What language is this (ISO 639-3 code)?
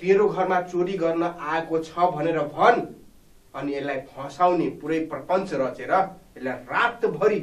nep